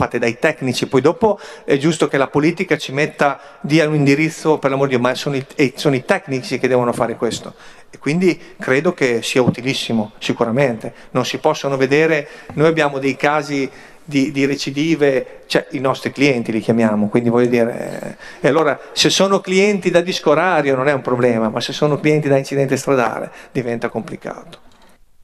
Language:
Italian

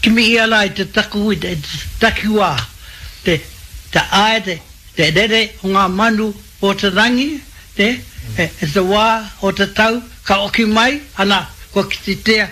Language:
Māori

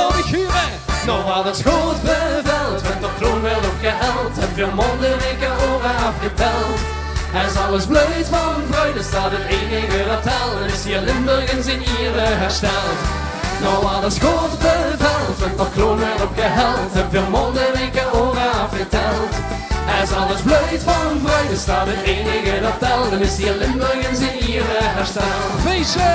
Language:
Limburgish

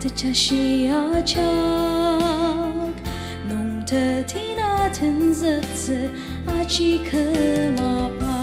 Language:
Ao Naga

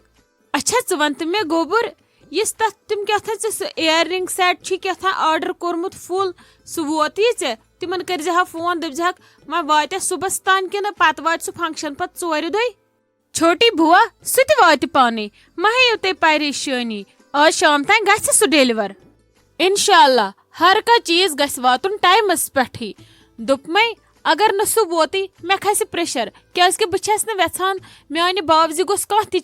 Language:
Kashmiri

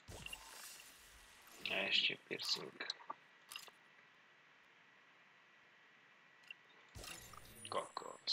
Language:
Slovak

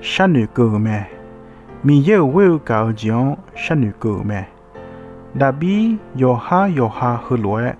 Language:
Akha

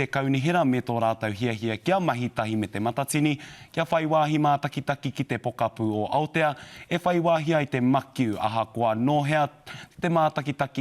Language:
Māori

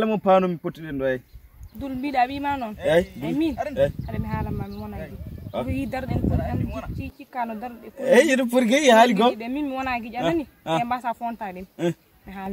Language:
Fula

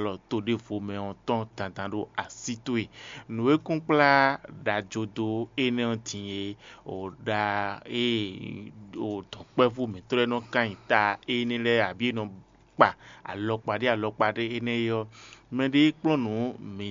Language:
Fon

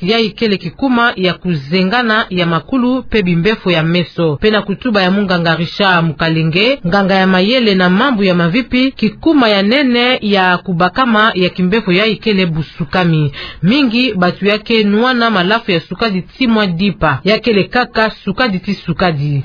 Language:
Kituba (Democratic Republic of Congo)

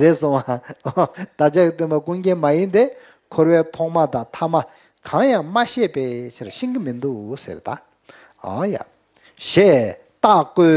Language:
Tibetan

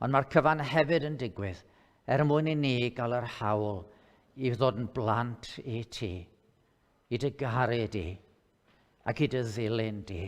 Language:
Welsh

